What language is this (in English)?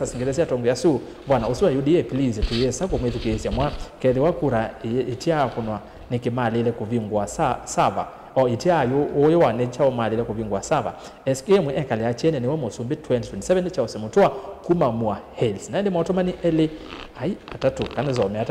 Kamba